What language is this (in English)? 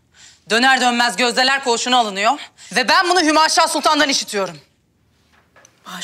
Turkish